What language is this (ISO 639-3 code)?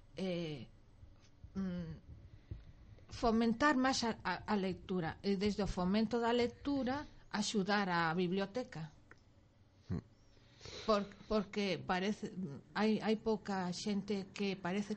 glg